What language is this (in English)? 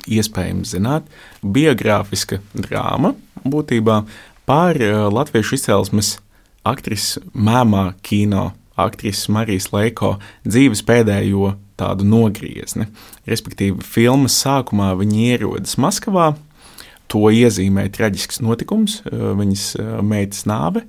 Latvian